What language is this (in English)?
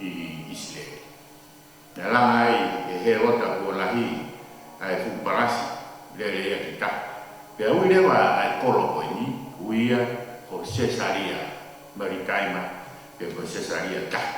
Tongan